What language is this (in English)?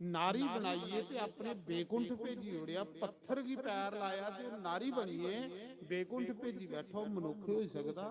Dogri